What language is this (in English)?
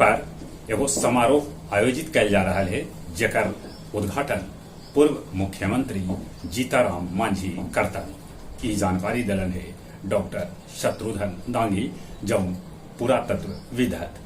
Magahi